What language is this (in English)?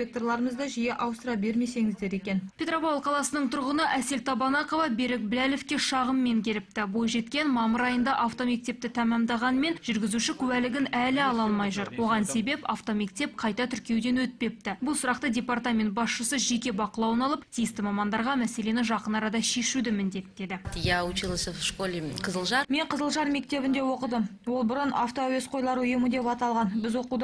Kazakh